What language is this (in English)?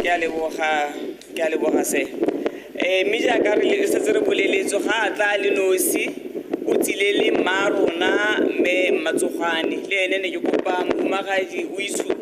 Tswana